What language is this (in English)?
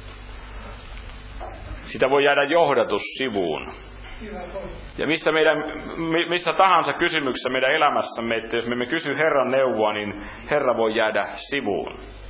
Finnish